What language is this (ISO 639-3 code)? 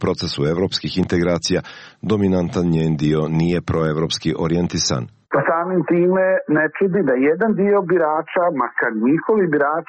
srp